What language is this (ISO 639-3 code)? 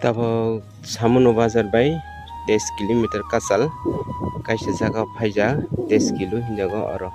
trp